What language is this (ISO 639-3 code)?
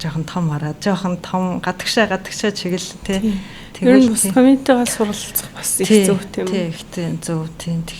mon